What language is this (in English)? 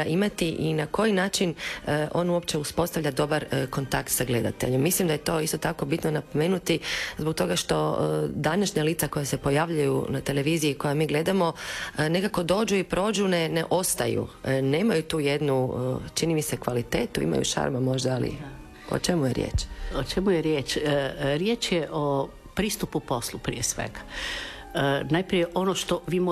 Croatian